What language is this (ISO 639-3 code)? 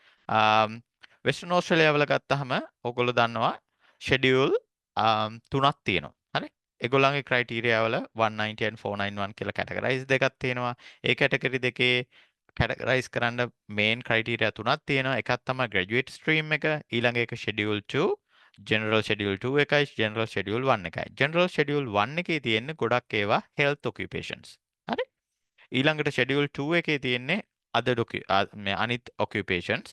sin